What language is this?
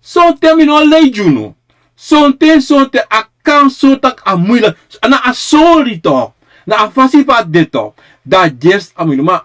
Sranan Tongo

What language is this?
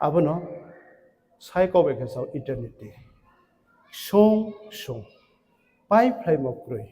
Riang (India)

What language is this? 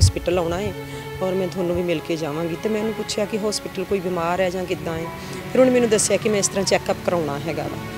Punjabi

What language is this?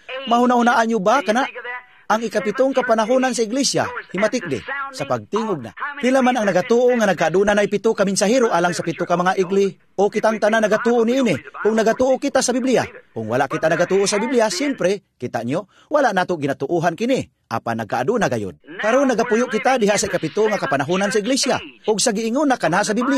Cebuano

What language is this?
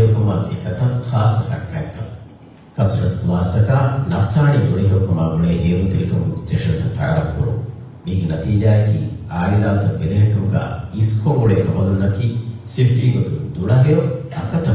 Divehi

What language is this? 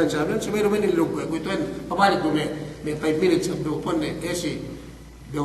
Yakan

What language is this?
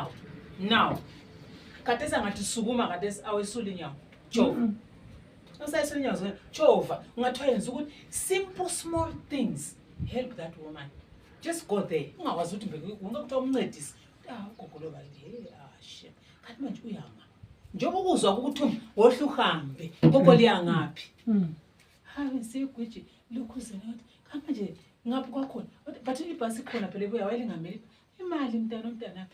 North Ndebele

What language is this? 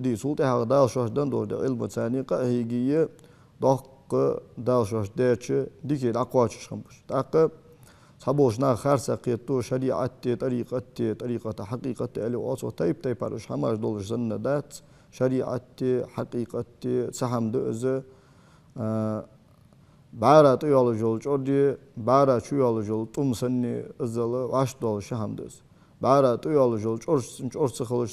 Ingush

